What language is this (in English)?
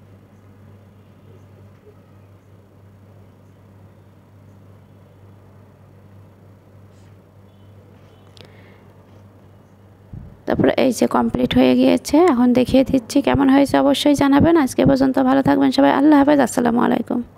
Bangla